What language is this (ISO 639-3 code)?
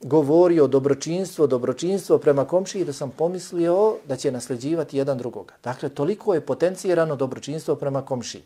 bos